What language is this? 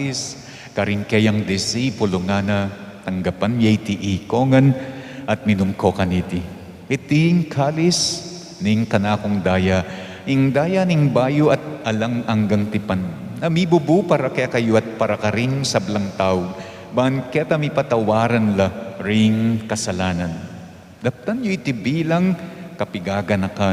Pampanga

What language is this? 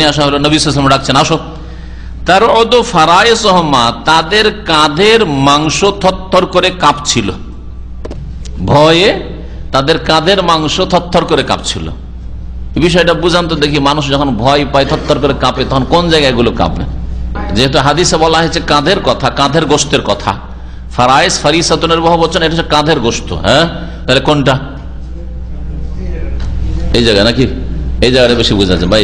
Bangla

